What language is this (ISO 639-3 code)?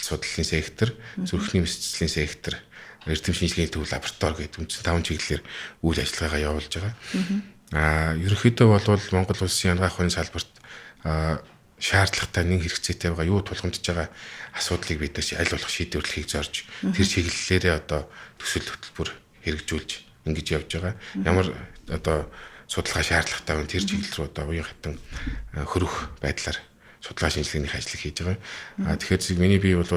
mon